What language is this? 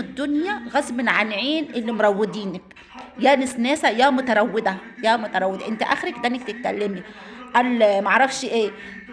Egyptian Arabic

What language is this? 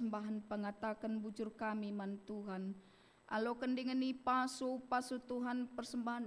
Batak Karo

